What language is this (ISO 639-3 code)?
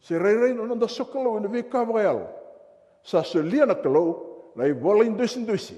fij